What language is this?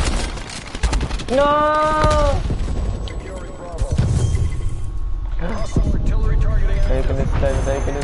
Malay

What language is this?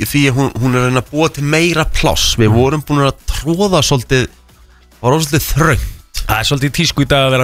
Icelandic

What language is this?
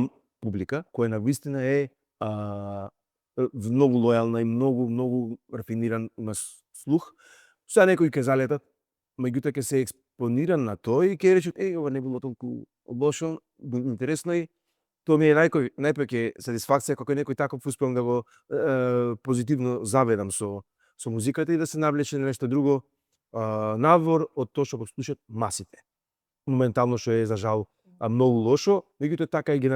Macedonian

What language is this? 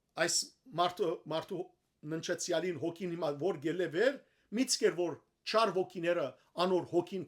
Western Armenian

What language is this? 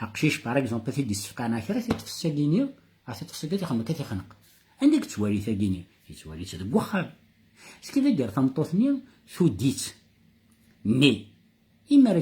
Kabyle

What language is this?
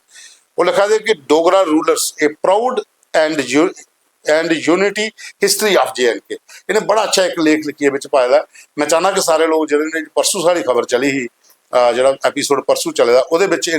Dogri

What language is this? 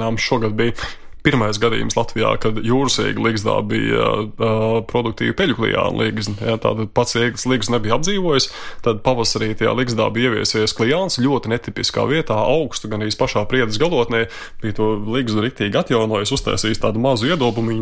Latvian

